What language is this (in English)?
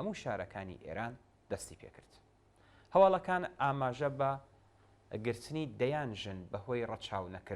Central Kurdish